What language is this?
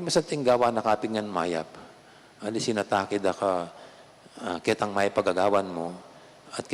Pampanga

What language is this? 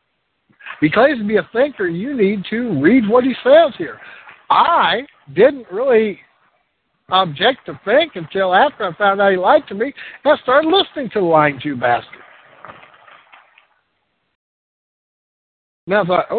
English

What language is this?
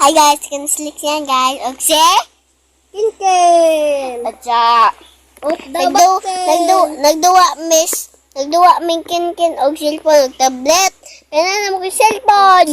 Cebuano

